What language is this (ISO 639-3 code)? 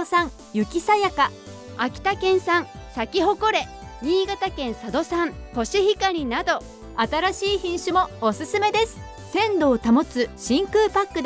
jpn